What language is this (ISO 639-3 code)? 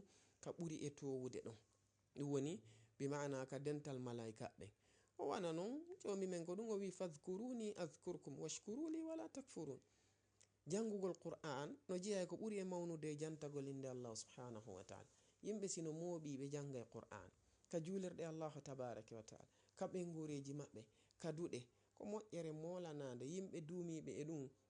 ful